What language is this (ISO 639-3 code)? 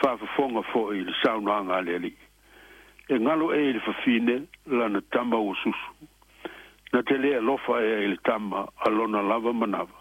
smo